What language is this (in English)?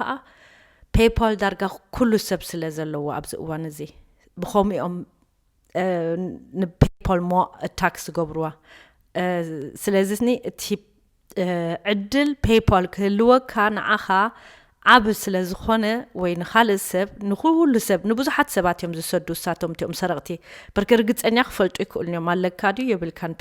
Tigrinya